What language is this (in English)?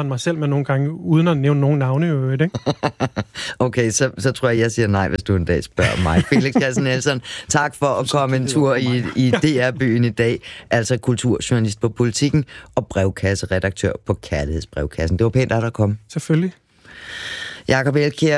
Danish